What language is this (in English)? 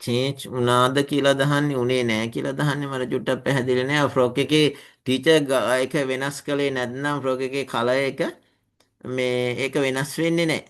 Sinhala